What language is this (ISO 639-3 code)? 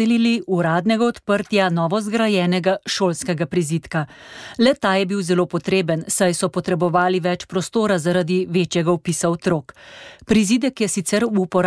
slv